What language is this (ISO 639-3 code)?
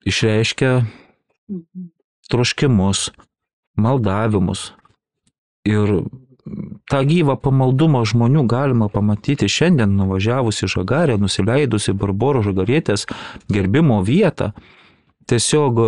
lit